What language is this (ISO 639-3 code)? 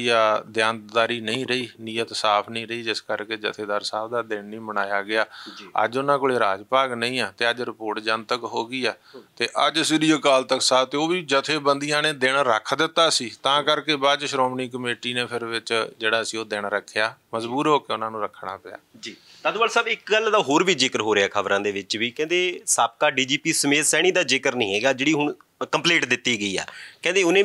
pan